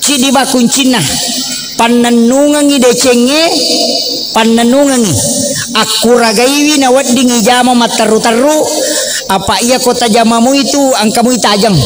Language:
Buginese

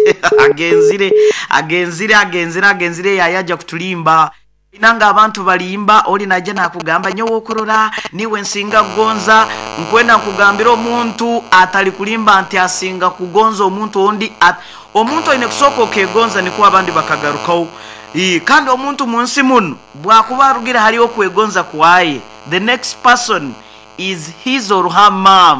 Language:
Nyoro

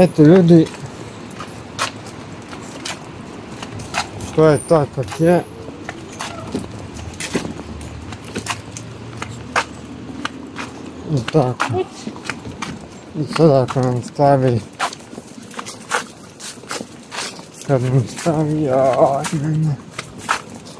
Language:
Croatian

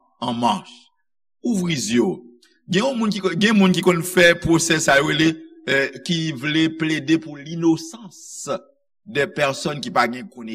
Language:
Haitian Creole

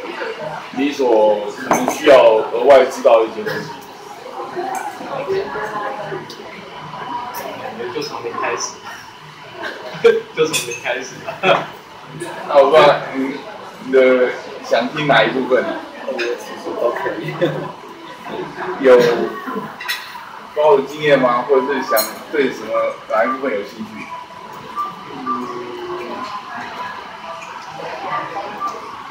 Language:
Chinese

